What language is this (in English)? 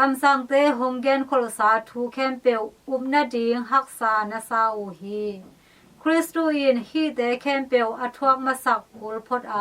Tedim Chin